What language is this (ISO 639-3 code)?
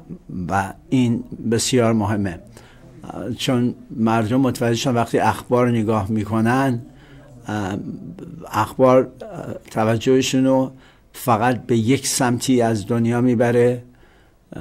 fas